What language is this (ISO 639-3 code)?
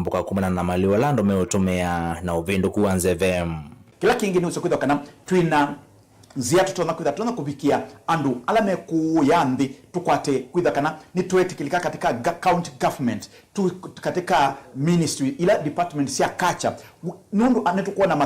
kam